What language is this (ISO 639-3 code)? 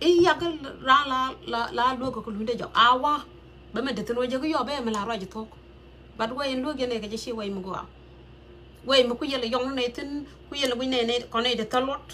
nus